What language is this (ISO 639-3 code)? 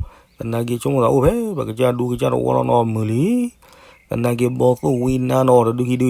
ksw